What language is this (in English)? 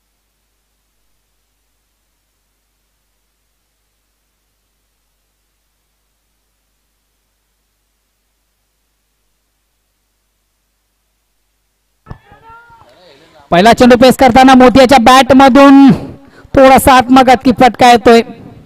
Marathi